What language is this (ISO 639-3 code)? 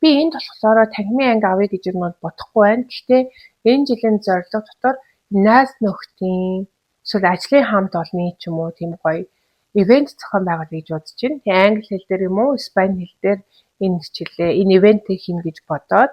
mon